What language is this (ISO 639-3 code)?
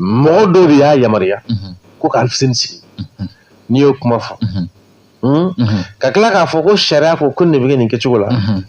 bam